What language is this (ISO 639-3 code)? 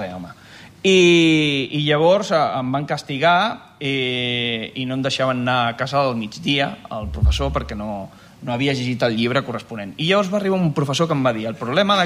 cat